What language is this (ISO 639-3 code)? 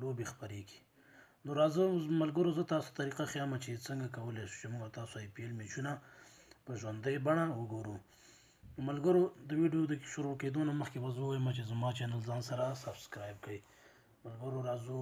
pus